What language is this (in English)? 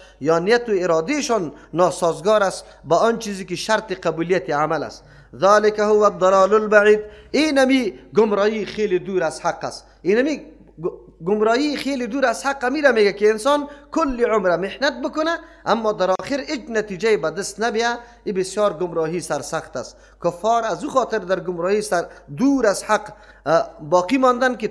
Persian